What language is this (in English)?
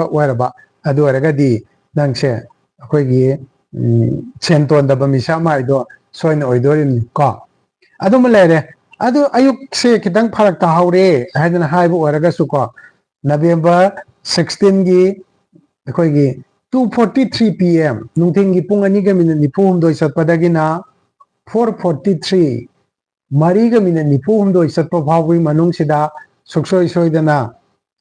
Manipuri